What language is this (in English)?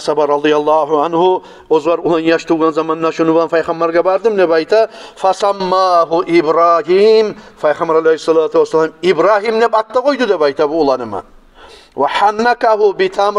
Kumyk